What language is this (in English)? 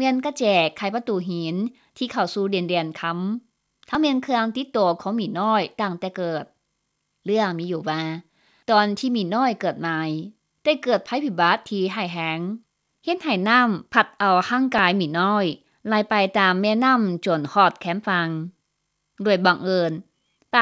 Lao